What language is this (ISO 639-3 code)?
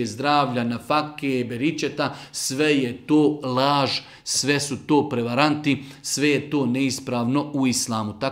bos